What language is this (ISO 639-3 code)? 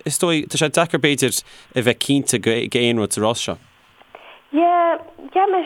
gle